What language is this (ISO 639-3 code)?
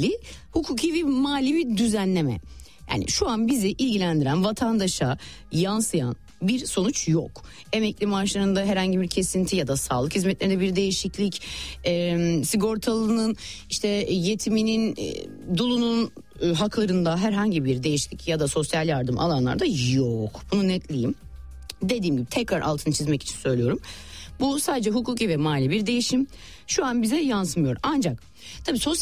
tur